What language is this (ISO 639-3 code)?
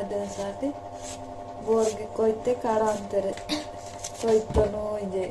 wsg